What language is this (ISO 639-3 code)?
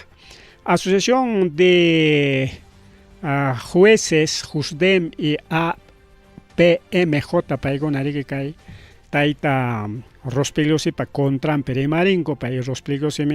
quy